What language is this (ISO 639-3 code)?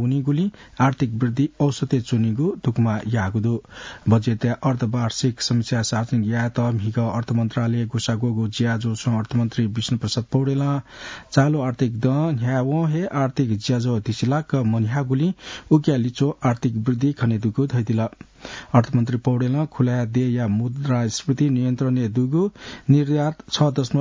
new